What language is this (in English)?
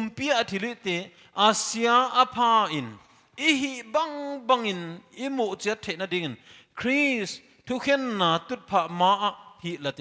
Paite Chin